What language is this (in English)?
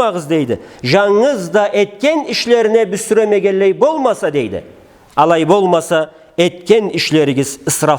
Karachay-Balkar